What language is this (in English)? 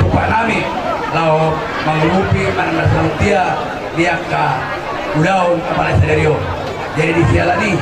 Batak Toba